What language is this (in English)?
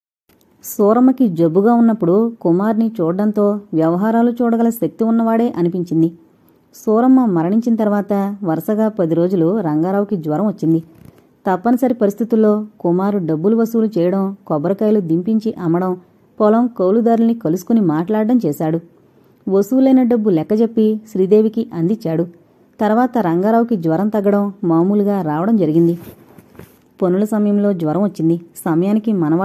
Telugu